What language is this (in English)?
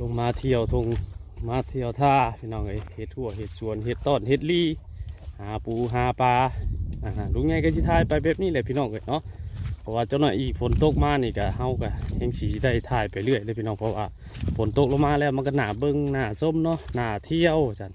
Northeastern Thai